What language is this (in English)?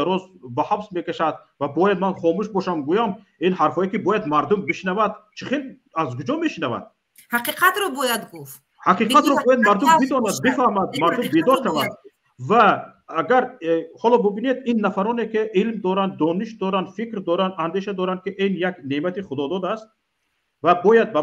Tajik